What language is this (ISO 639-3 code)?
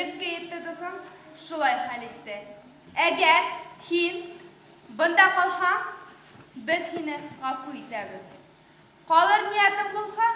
bak